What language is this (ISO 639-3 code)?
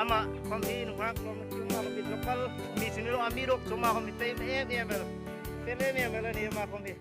hmr